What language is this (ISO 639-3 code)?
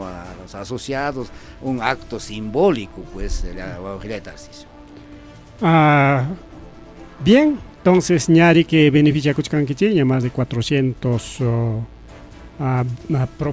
quy